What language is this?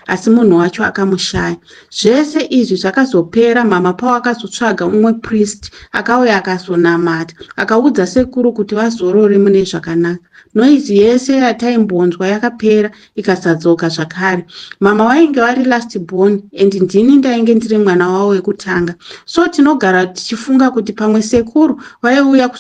Shona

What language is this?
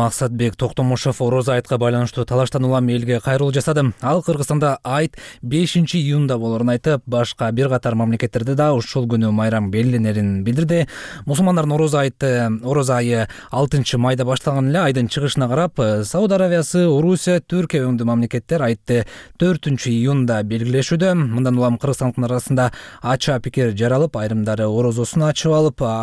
Kyrgyz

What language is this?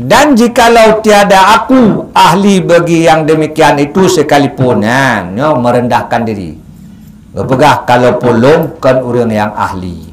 Achinese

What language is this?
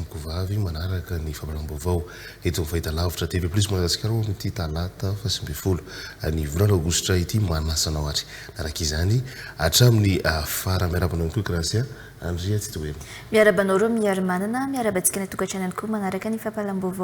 Malagasy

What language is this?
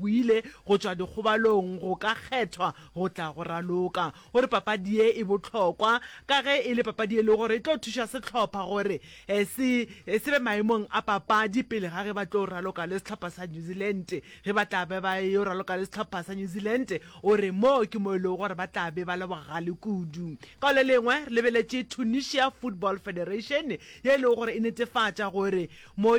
Northern Sotho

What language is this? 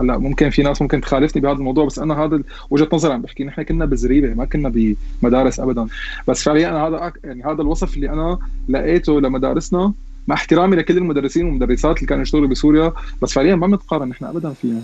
North Levantine Arabic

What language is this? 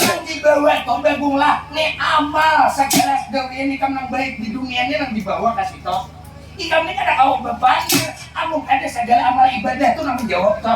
Banjar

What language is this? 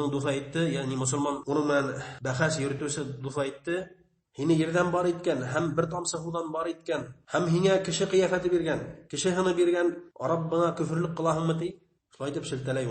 Bashkir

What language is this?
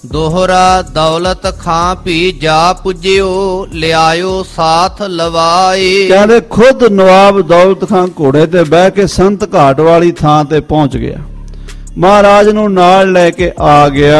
Punjabi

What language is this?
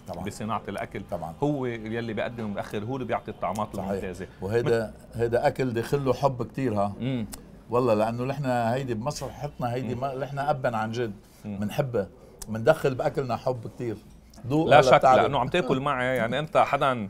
North Levantine Arabic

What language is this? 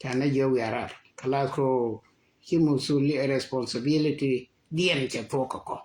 Nuer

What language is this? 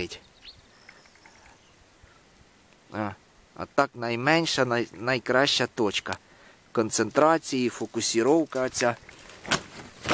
Ukrainian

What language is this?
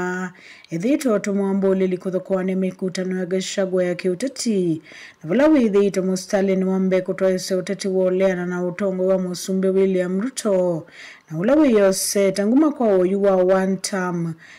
Kamba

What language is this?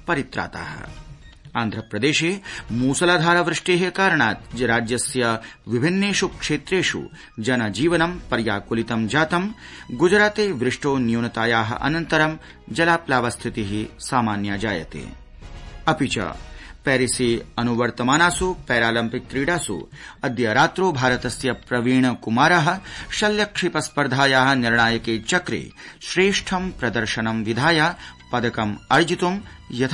Sanskrit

